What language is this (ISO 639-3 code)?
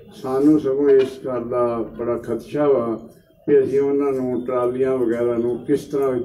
pan